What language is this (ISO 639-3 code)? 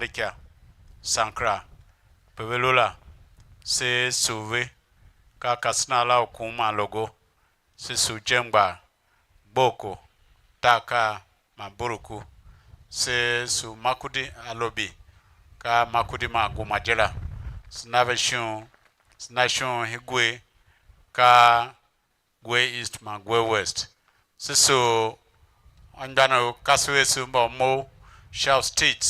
tiv